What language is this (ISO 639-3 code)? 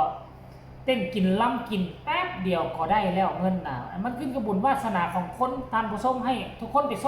lao